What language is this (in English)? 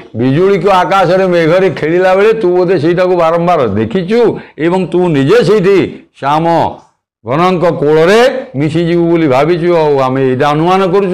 Odia